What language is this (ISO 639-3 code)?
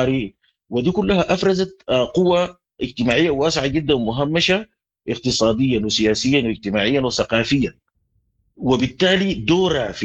apd